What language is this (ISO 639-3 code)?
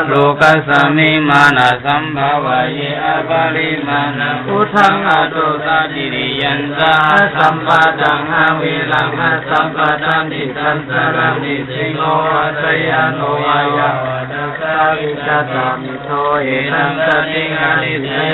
pli